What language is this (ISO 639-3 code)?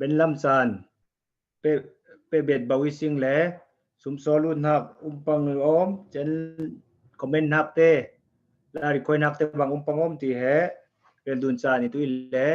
cfm